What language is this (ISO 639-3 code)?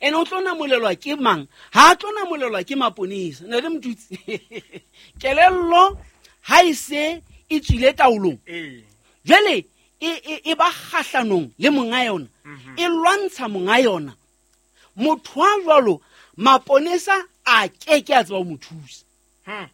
sot